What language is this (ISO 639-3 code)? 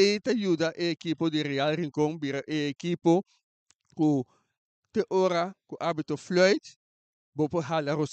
pap